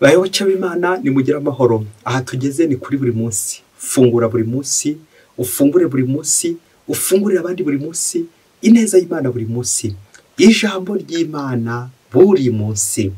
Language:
Kinyarwanda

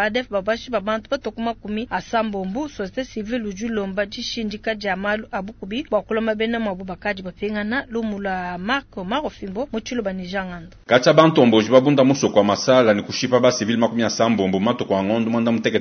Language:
Luba-Lulua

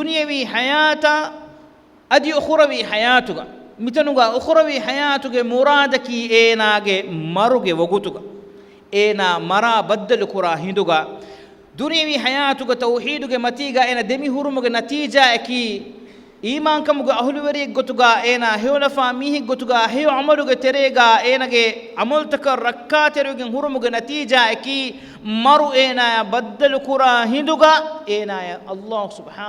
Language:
Divehi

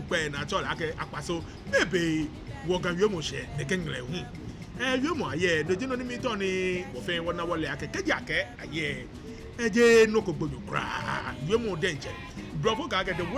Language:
Ga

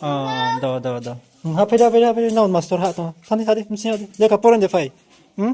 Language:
Riang (India)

